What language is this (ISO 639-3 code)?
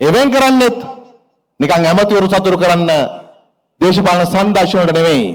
sin